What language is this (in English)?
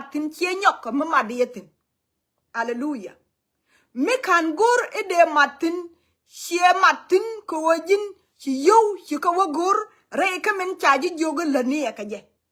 Nuer